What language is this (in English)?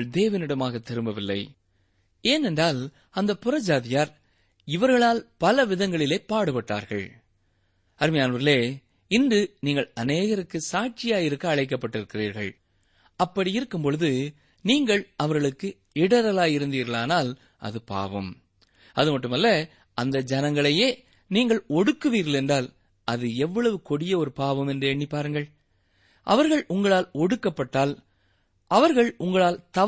Tamil